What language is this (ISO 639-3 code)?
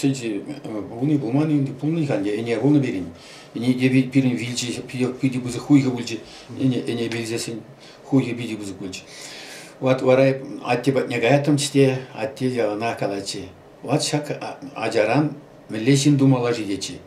chv